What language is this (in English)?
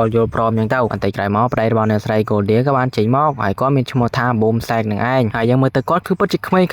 Khmer